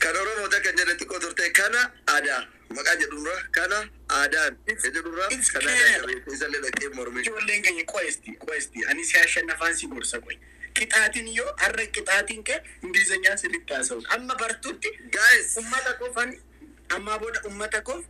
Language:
Oromo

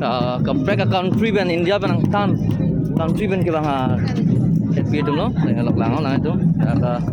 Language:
Karbi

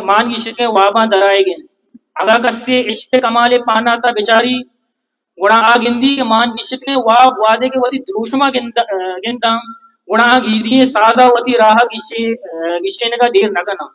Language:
Baluchi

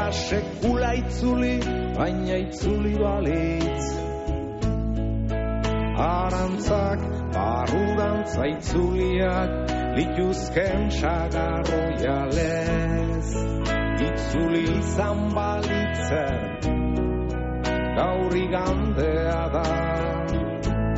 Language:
Basque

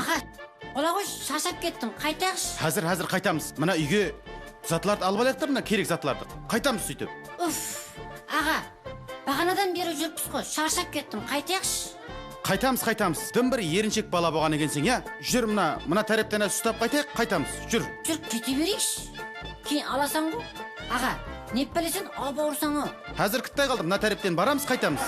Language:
Kara-Kalpak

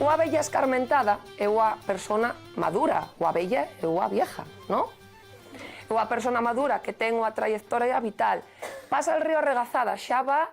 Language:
Asturian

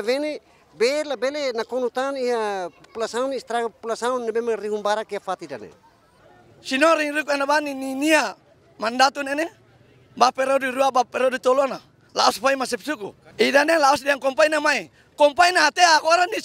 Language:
Tetum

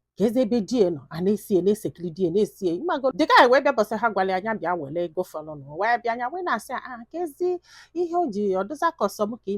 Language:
Igbo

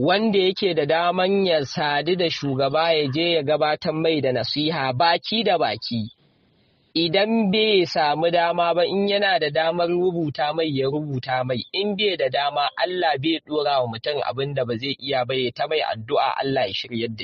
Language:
Hausa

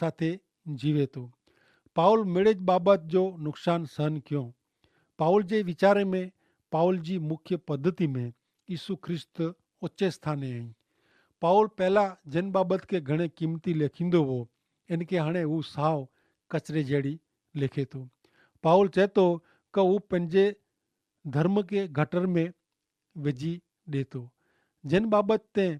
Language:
Kachhi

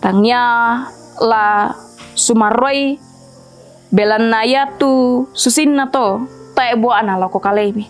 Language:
Toraja-Sa'dan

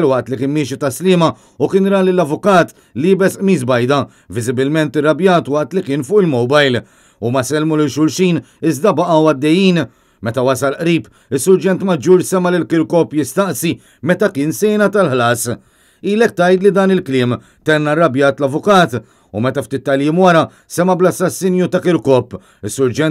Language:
Maltese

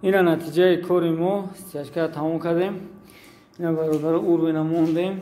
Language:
Tajik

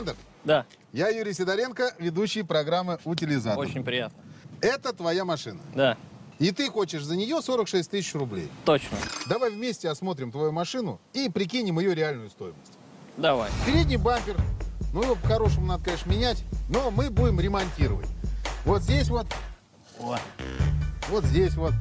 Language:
Russian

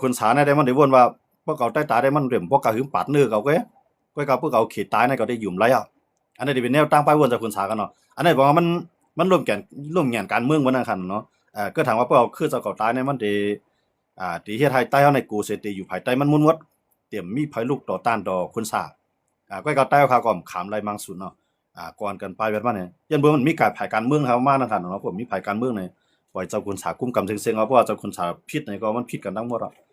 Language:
Shan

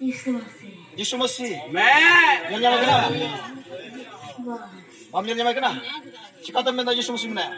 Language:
Santali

